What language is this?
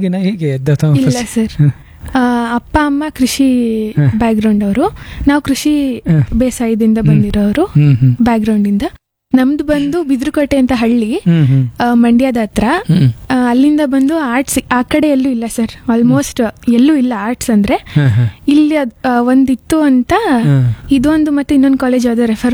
Kannada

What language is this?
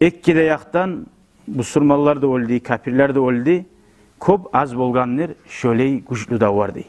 Kumyk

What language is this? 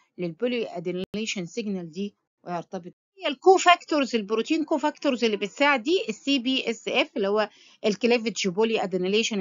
Egyptian Arabic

